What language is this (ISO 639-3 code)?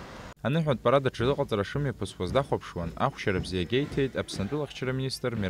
abk